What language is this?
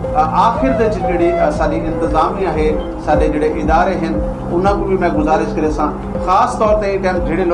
Saraiki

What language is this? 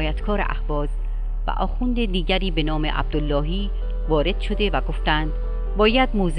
Persian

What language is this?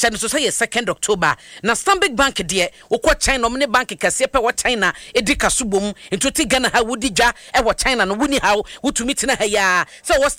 Akan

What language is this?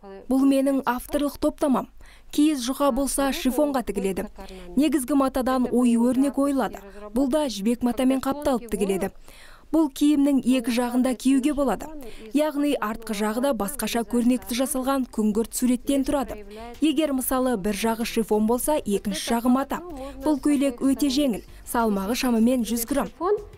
Kazakh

